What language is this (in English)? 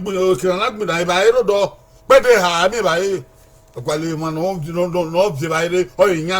Bini